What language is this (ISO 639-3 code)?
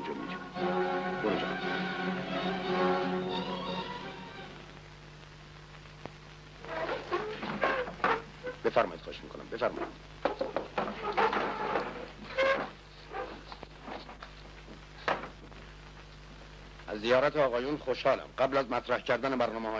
fas